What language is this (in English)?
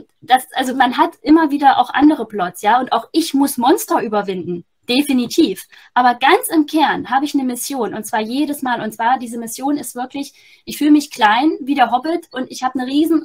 German